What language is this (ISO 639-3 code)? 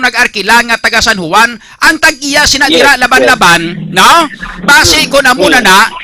hil